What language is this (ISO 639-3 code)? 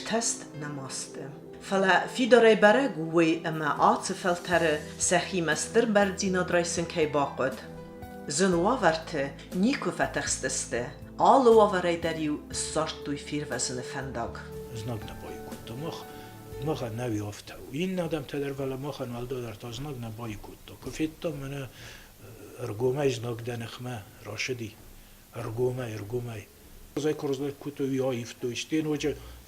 oss